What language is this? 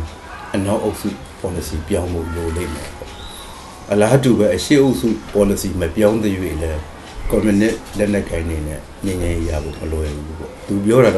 Burmese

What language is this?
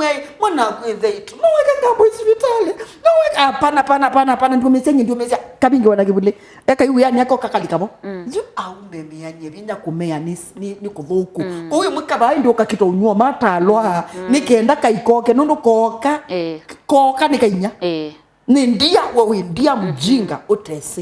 Kamba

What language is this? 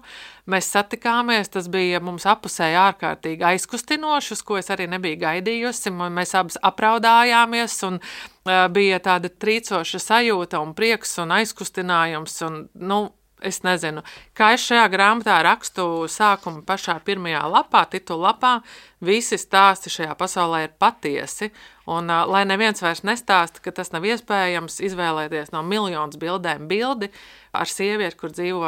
Latvian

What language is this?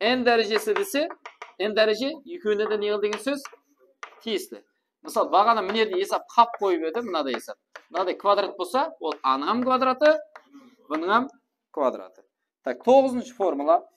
Kara-Kalpak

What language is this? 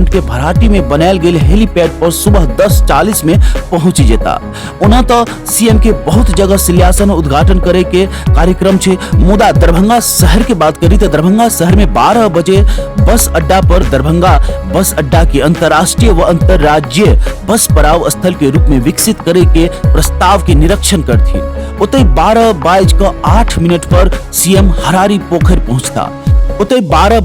Maithili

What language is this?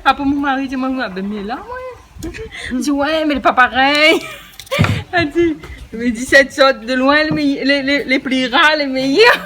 Réunion Creole French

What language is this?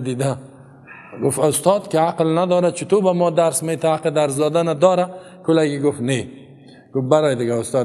Persian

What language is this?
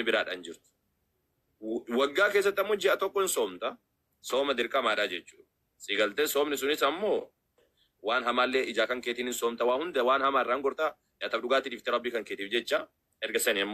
Oromo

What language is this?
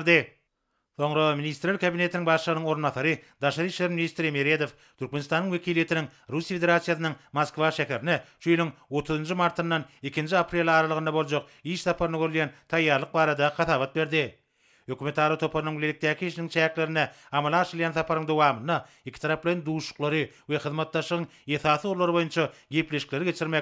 Turkmen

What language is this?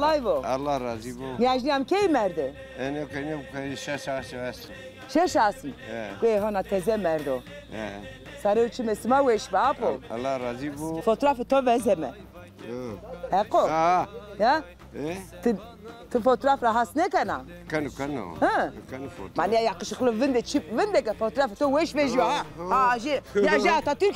Zaza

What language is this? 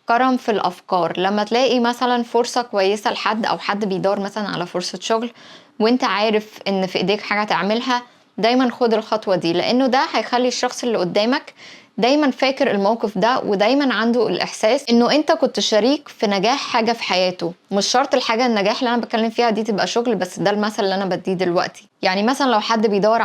Egyptian Arabic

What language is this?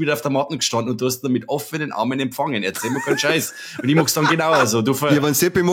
Bavarian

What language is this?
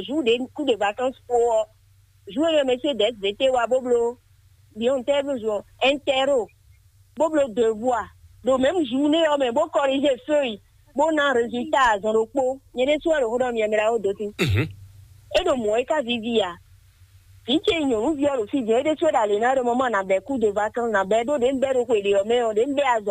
Fon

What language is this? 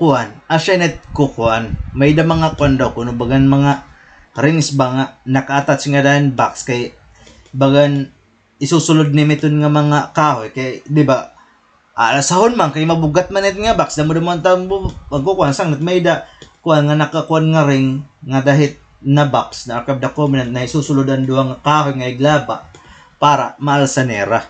Waray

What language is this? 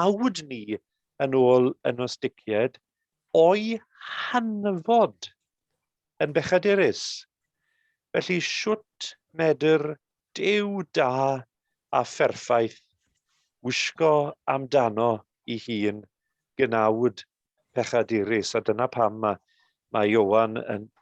Welsh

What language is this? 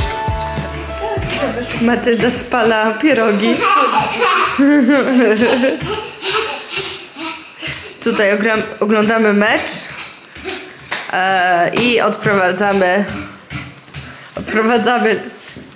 Polish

